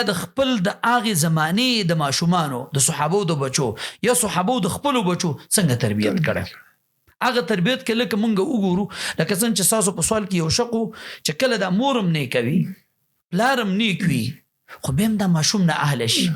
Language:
Pashto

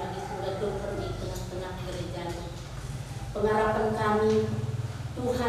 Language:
Batak Karo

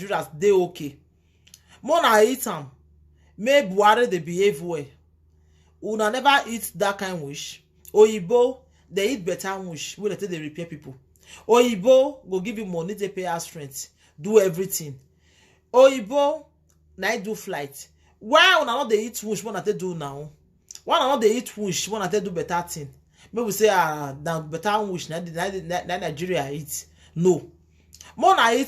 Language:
Nigerian Pidgin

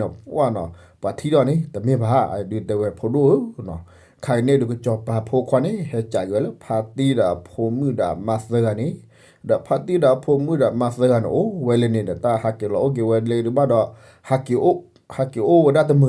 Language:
S'gaw Karen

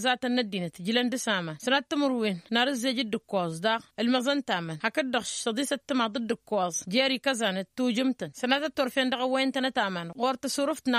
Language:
Tamasheq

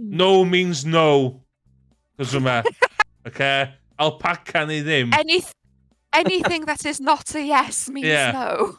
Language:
Welsh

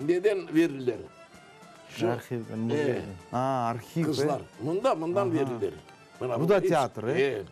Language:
Crimean Tatar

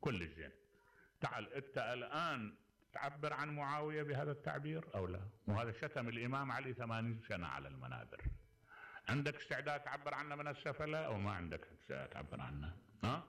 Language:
Mesopotamian Arabic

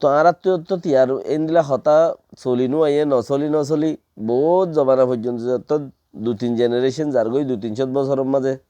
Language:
Rohingya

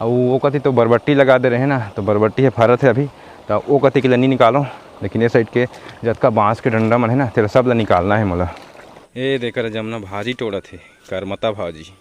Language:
Chhattisgarhi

